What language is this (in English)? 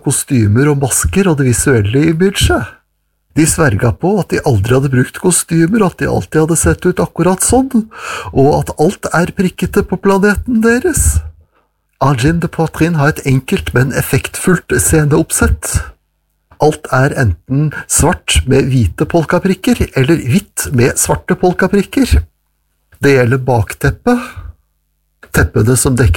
Norwegian